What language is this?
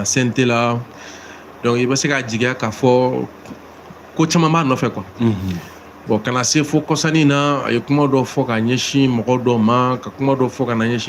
Bambara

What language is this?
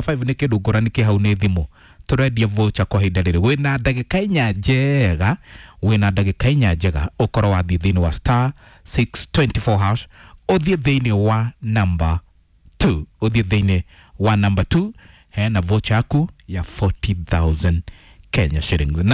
Kikuyu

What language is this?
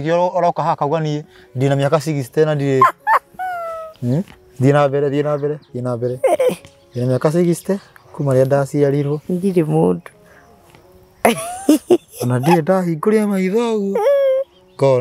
Kikuyu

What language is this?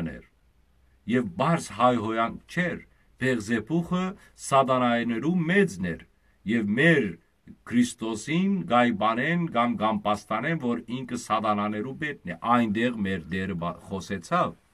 Western Armenian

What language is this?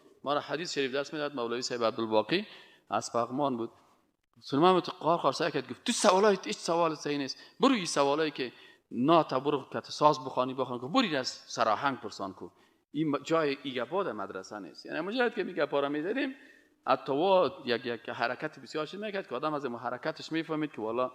Persian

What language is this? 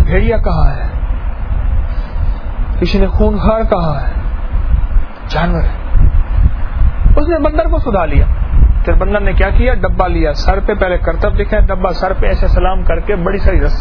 Urdu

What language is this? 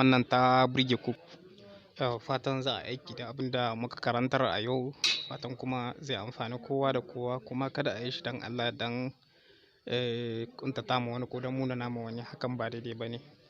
Hausa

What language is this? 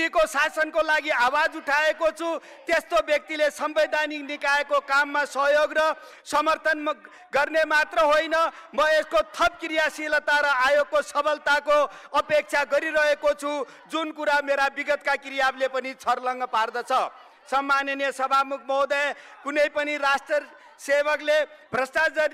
Nepali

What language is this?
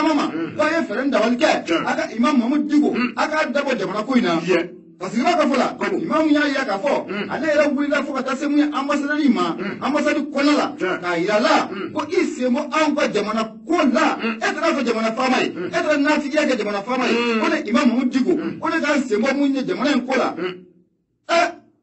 Bambara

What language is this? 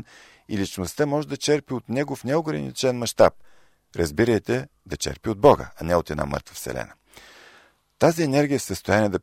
Bulgarian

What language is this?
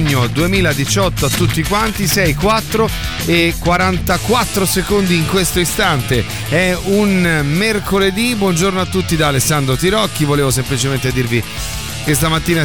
Italian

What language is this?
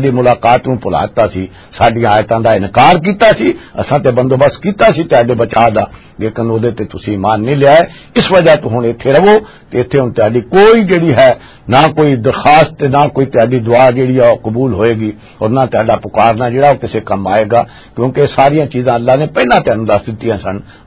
Western Panjabi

